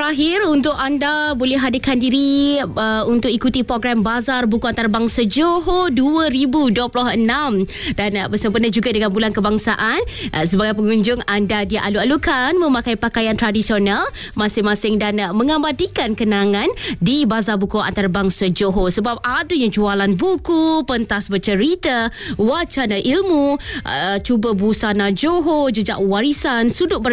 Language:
Malay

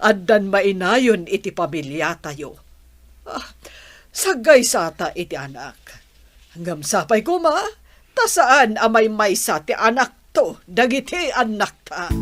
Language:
Iloko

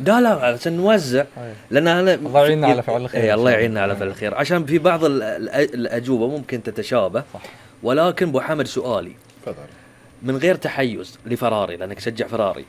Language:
Gulf Arabic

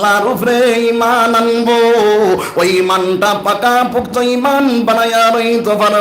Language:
Sylheti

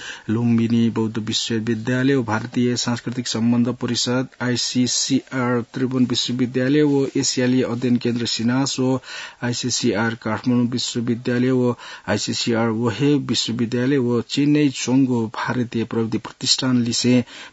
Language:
Newari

